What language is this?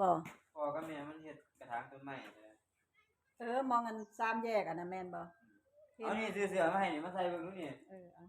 Northeastern Thai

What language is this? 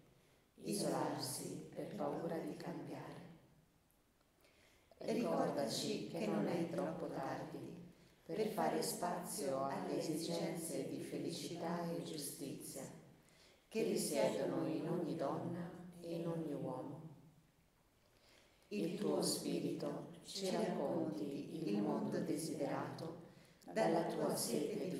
Italian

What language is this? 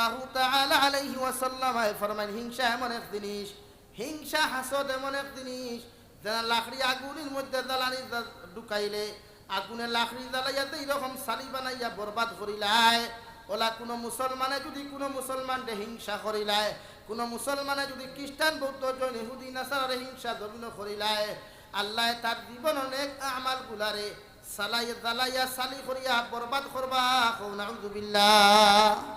Sylheti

